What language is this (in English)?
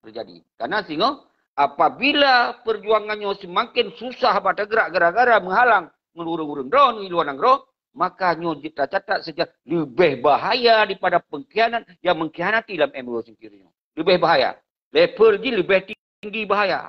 Achinese